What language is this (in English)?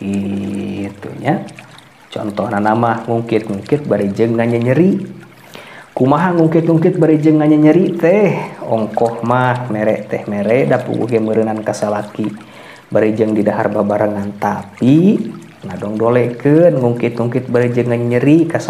Sundanese